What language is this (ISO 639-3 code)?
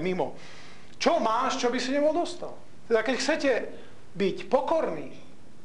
slk